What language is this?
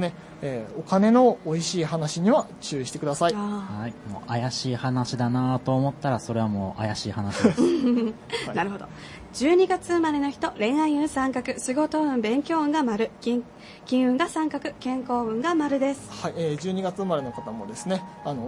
Japanese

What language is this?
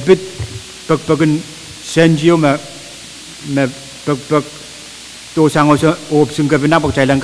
Pohnpeian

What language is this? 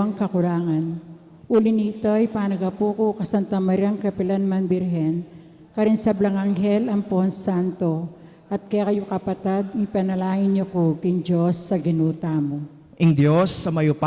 Pampanga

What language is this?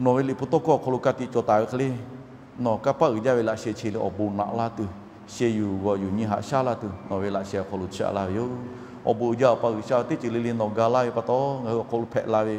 Lahu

